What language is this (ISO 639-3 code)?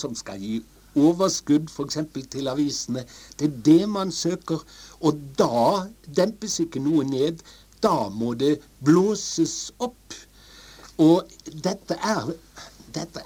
nor